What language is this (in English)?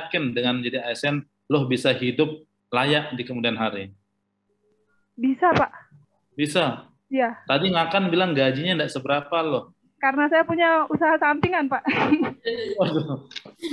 Indonesian